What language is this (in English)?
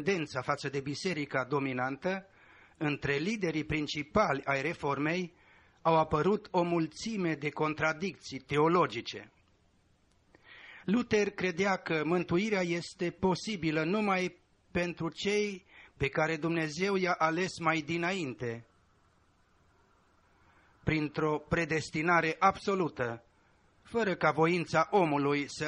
Romanian